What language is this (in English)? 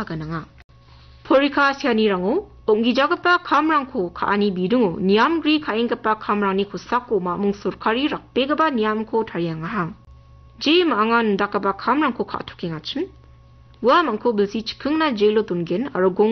Garo